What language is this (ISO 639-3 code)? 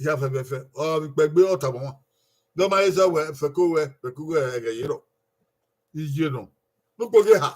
bin